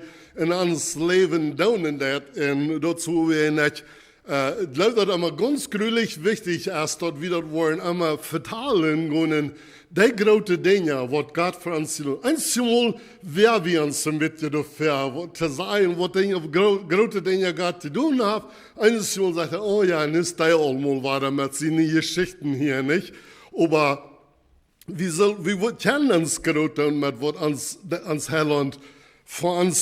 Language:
Plautdietsch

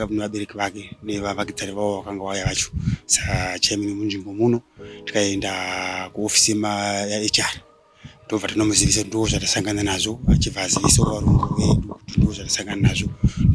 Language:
Shona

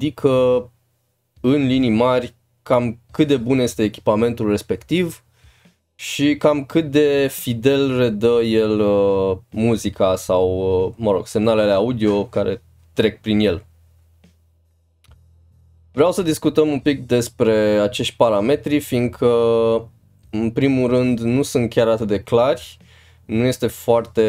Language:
Romanian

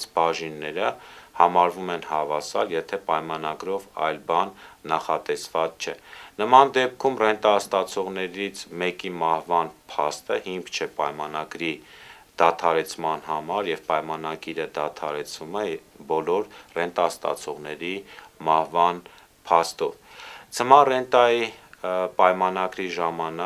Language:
Armenian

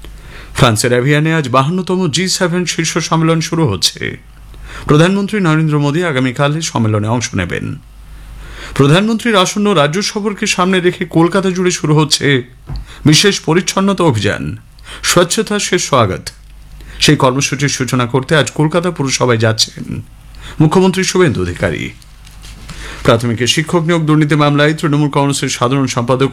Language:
Bangla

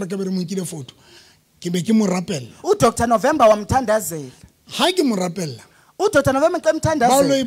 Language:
Southern Sotho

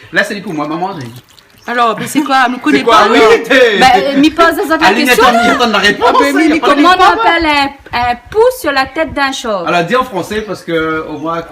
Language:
Réunion Creole French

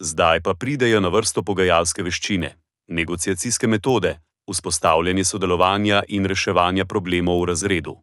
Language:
Slovenian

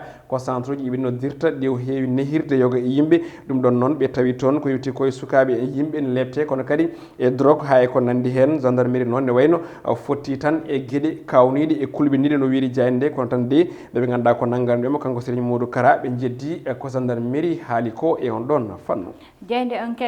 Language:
Fula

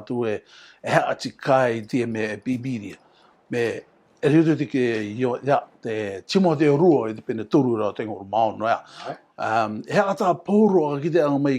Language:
Rarotongan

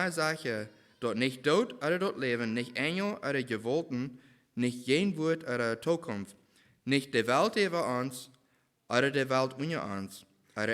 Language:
Plautdietsch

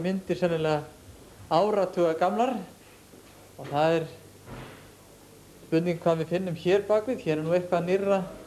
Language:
Icelandic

